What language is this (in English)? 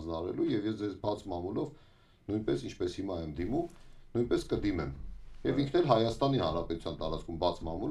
Armenian